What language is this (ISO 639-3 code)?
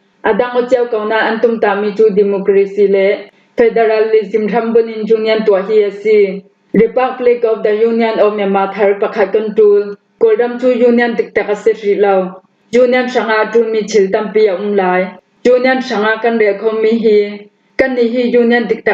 cfm